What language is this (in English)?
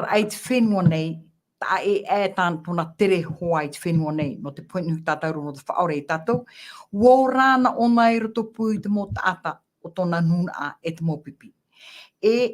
Tahitian